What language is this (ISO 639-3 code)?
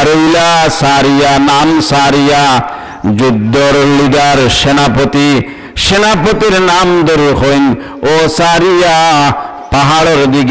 syl